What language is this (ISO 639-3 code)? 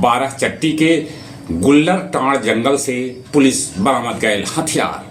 mag